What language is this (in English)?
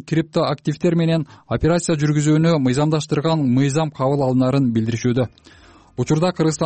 Kyrgyz